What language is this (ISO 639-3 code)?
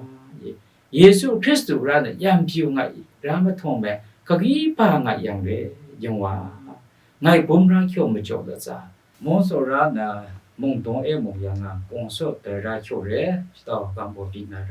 kac